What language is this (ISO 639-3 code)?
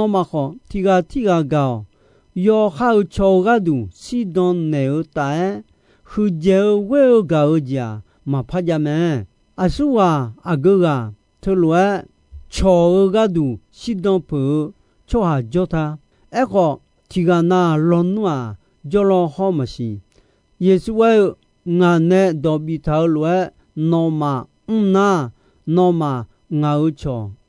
ahk